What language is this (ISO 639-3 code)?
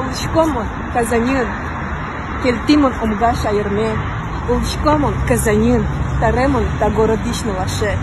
udm